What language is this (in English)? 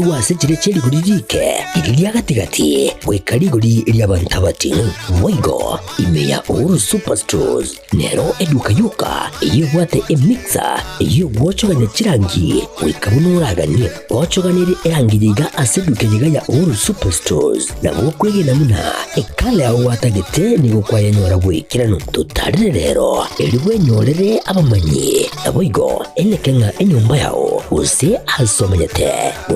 Gusii